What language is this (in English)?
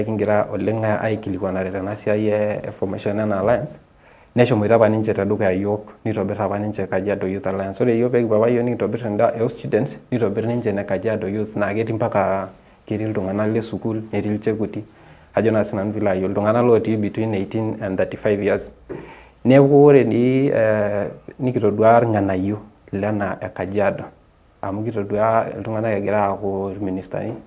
Masai